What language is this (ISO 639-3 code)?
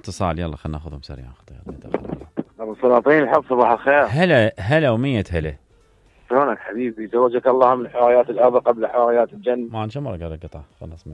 acm